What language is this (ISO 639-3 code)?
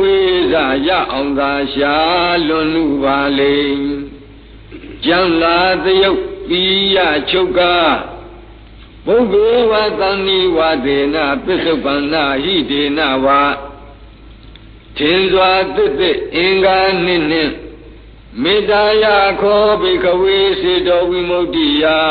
mya